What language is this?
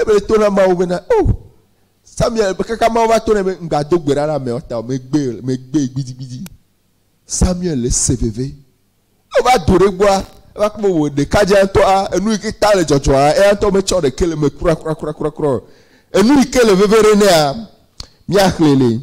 Ewe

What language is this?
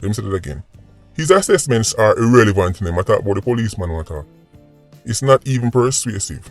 Jamaican Creole English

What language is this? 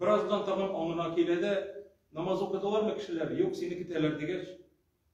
Tatar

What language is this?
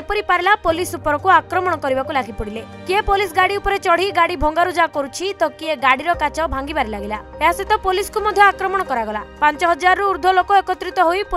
Odia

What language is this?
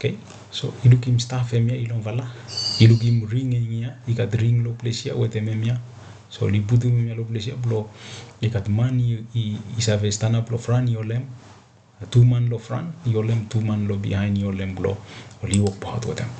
Bislama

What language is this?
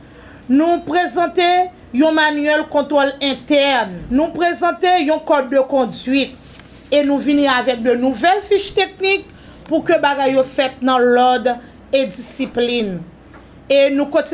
Haitian Creole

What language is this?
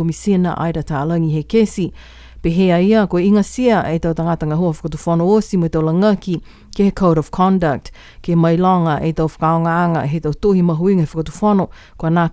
Niuean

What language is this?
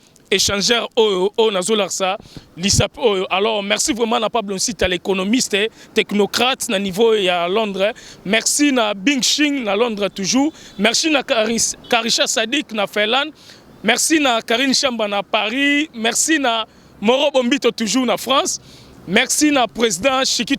Lingala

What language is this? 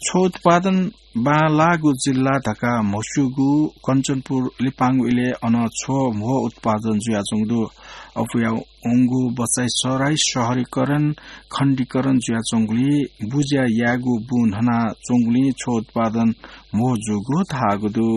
Newari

